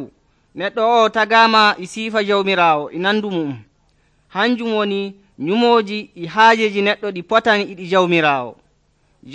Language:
Nigerian Fulfulde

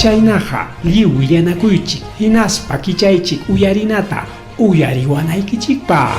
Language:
Ayacucho Quechua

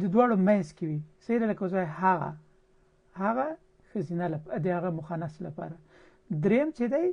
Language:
Pashto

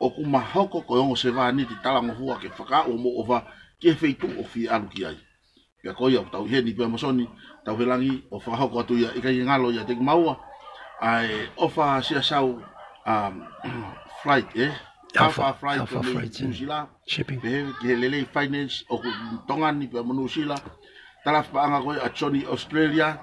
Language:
Tongan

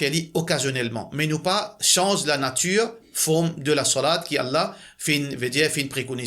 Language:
Morisyen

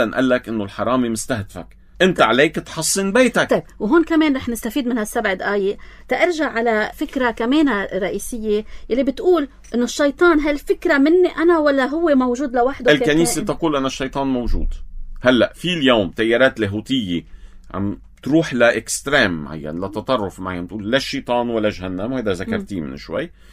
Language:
North Levantine Arabic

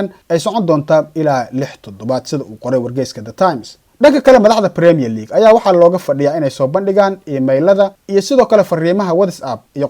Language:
Somali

